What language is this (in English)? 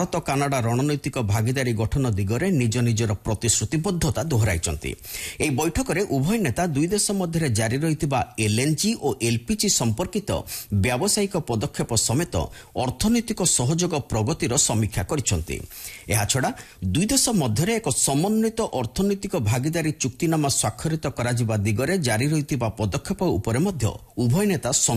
Odia